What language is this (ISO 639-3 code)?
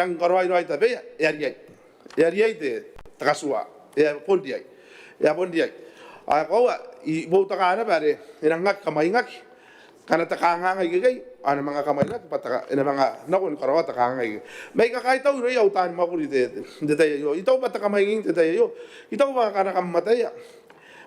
gil